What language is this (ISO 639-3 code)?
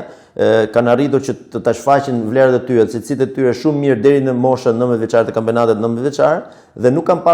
sqi